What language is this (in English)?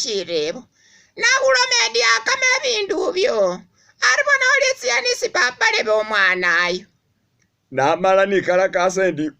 Masaaba